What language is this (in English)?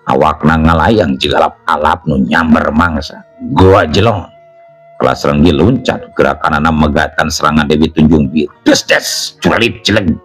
Sundanese